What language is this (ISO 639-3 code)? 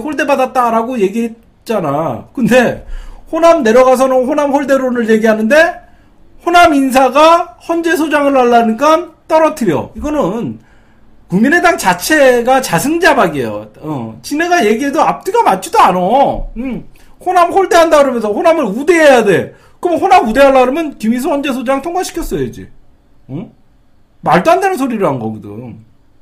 kor